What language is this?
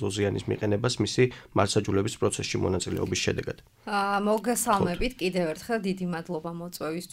Georgian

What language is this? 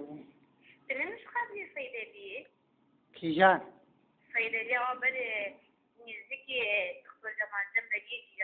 Kurdish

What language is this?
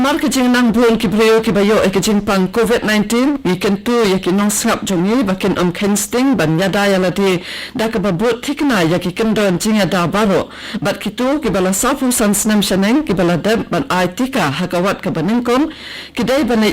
Khasi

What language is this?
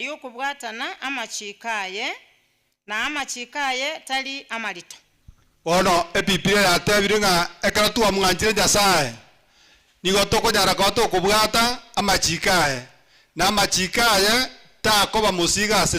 Gusii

